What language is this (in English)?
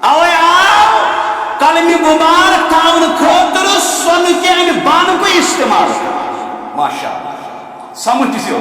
Kashmiri